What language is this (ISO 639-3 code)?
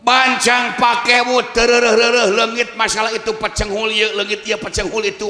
sun